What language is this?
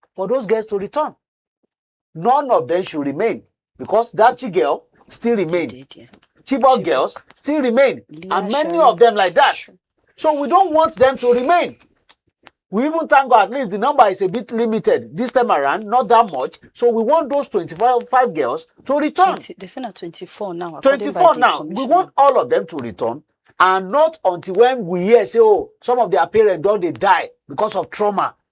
Nigerian Pidgin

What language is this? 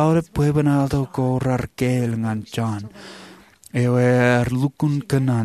Marshallese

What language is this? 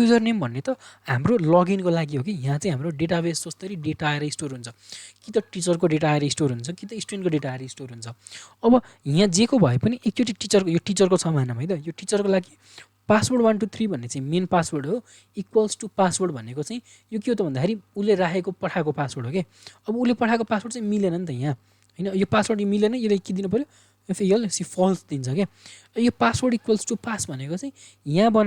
Nepali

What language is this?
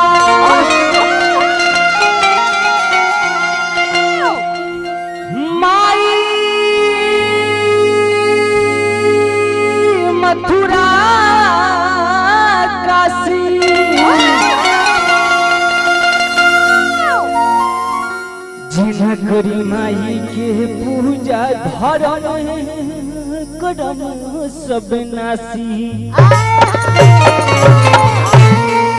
Bhojpuri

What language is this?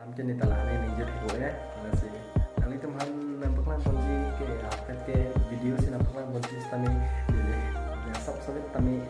Karbi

